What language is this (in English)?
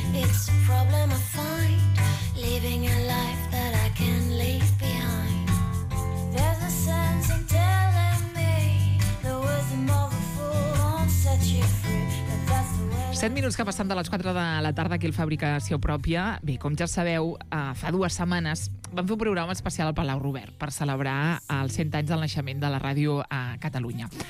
Catalan